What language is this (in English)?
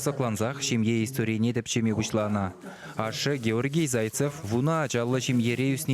Chuvash